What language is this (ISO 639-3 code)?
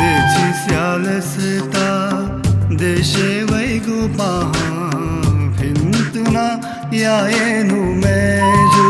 new